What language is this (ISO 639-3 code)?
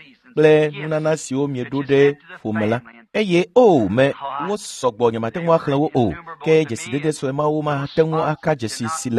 ewe